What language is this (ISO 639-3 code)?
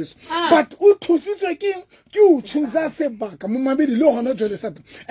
sot